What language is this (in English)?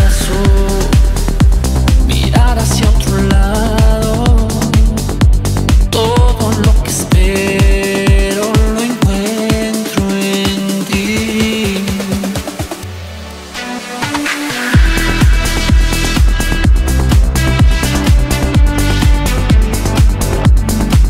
Spanish